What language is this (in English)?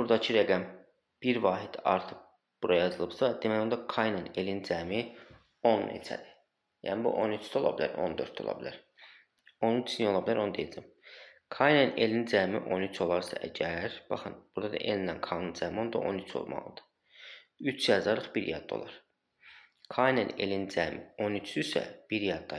Azerbaijani